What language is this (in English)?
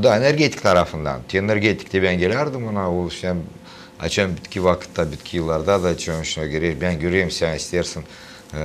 Gagauz